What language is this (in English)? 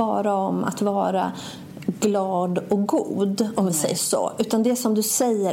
Swedish